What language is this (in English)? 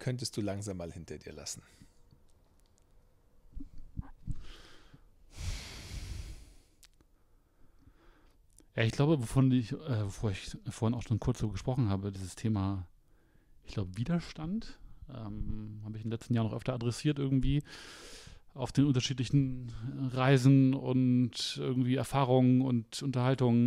German